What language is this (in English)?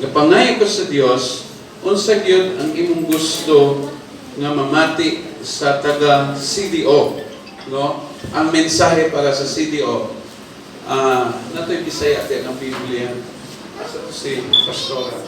Cebuano